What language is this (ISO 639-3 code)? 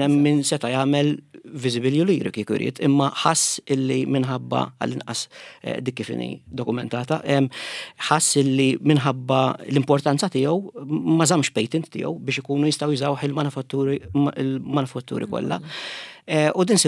mlt